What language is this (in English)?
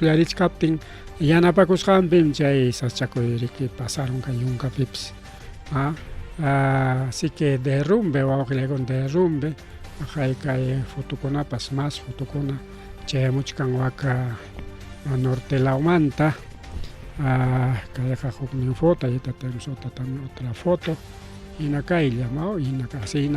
Ayacucho Quechua